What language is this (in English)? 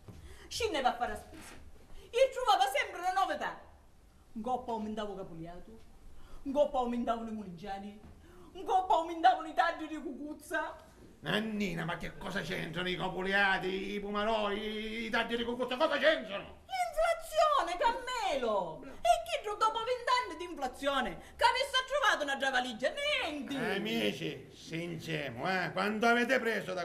Sicilian